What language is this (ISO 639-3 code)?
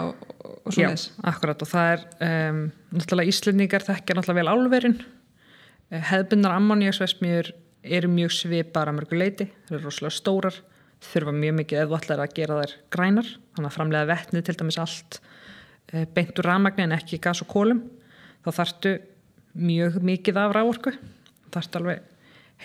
isl